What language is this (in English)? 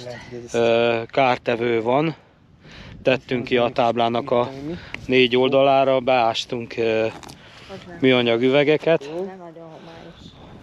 Hungarian